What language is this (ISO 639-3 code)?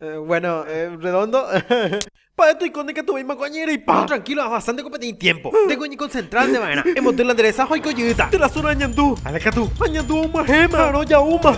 grn